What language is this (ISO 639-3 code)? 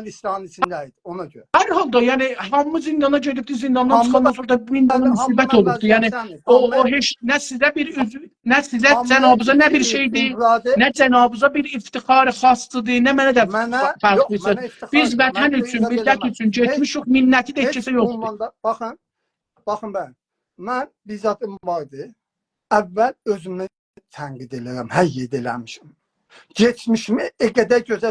azb